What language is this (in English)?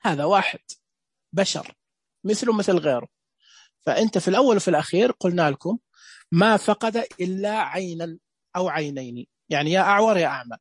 Najdi Arabic